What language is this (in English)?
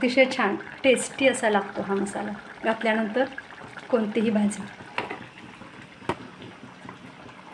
Marathi